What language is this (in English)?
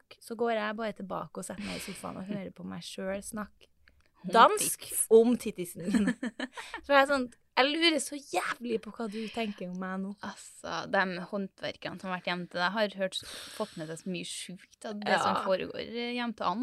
Norwegian